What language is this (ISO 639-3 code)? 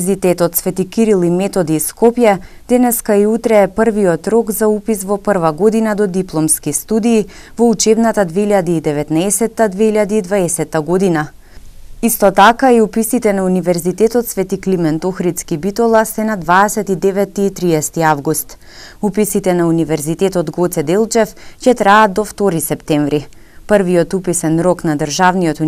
mkd